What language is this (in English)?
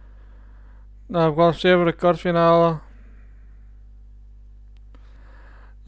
Dutch